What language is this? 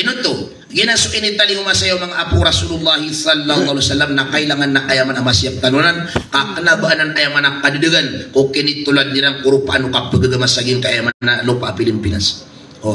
Maranao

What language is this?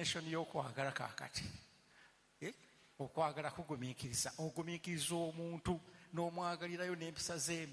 Ganda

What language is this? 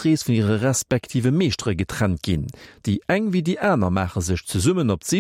Luxembourgish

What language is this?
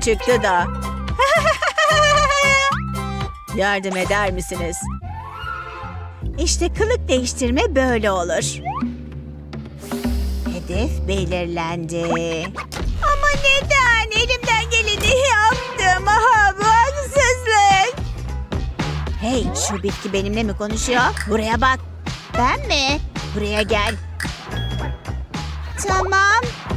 Turkish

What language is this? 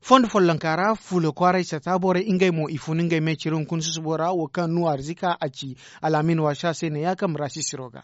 Zarma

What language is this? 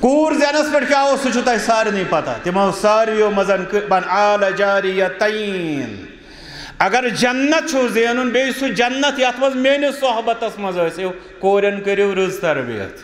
Kashmiri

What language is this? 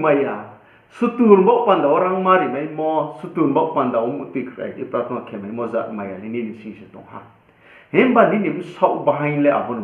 Riang (India)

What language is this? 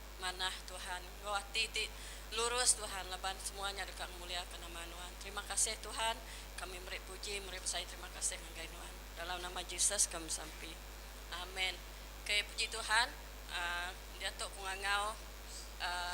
Iban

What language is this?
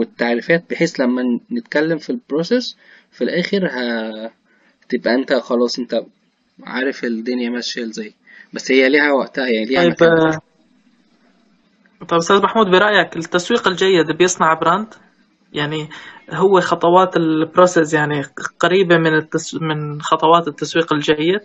Egyptian Arabic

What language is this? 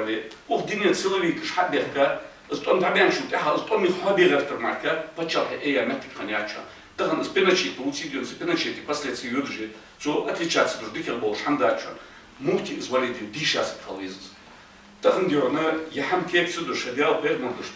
Ingush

